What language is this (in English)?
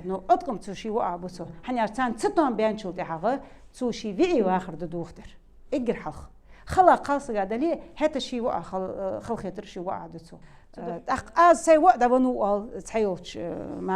Ingush